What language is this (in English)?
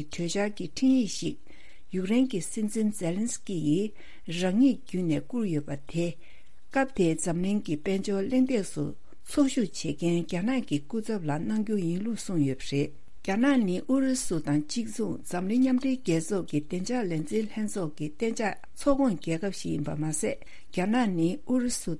Tibetan